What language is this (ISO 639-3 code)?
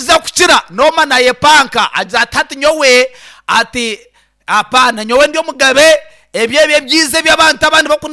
nyn